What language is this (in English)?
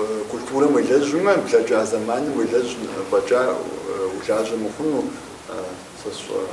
Kabardian